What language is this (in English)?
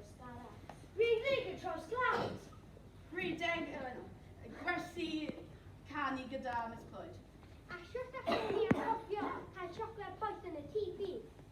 Welsh